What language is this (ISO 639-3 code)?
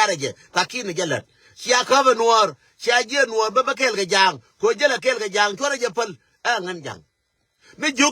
nus